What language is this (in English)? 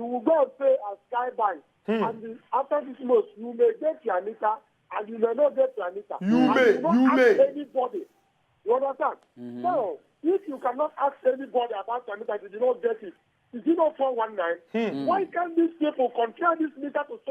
Nigerian Pidgin